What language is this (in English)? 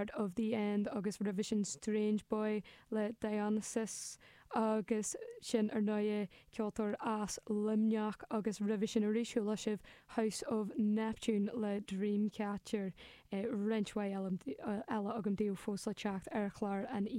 Irish